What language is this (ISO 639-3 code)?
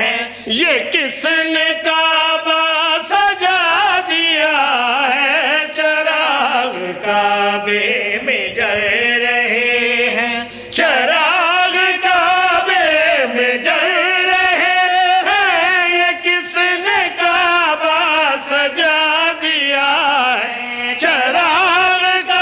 urd